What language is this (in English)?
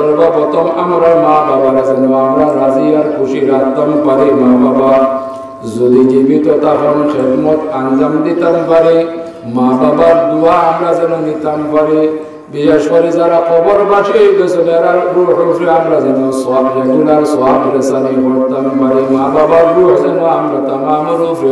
Sylheti